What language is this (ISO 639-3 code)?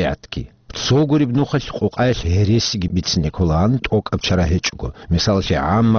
ava